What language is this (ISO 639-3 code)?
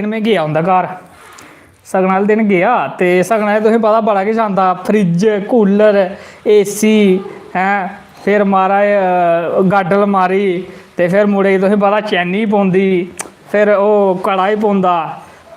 doi